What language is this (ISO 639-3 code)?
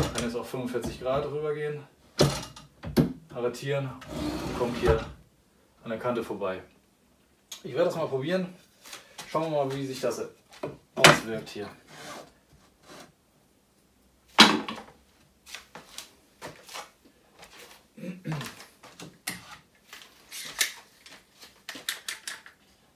deu